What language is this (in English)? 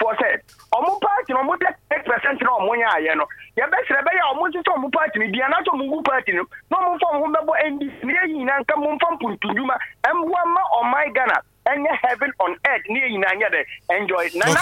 Akan